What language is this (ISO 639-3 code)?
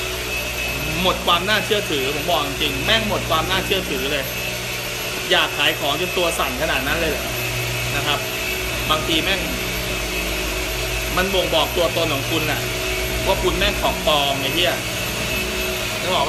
tha